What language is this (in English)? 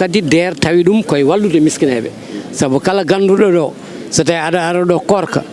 Fula